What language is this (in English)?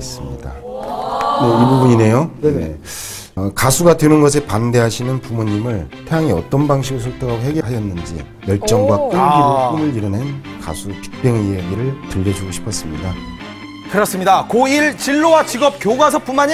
Korean